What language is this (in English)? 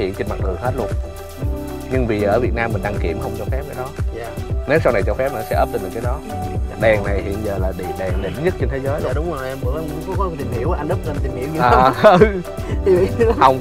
Vietnamese